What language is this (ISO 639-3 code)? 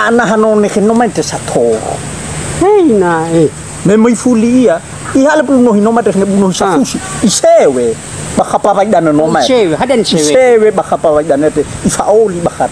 nia